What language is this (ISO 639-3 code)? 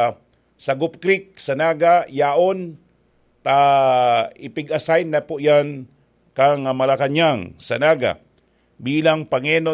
bik